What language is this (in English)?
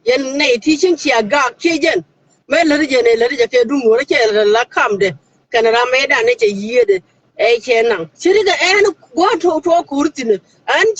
Nuer